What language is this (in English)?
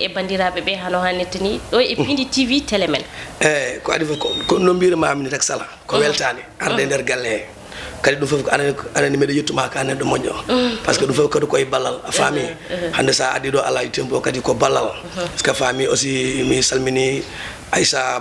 Fula